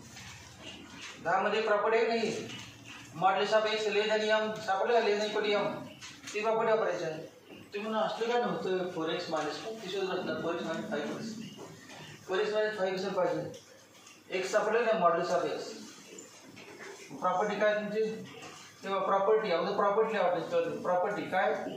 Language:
Marathi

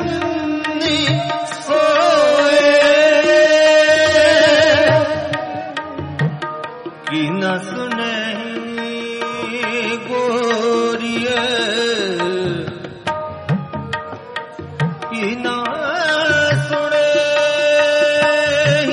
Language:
Punjabi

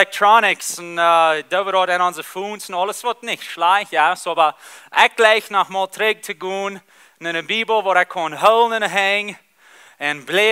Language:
Plautdietsch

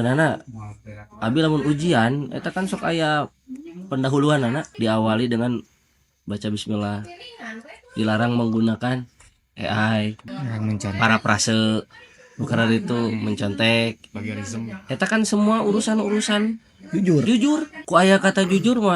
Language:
Sundanese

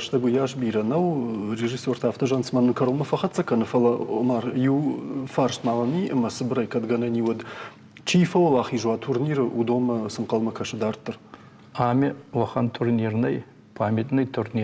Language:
Ossetic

